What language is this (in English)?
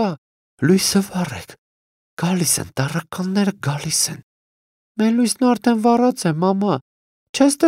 Armenian